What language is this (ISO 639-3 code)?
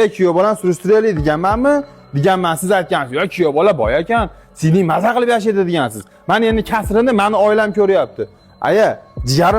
uzb